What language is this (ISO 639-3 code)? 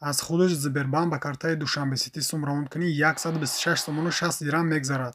tgk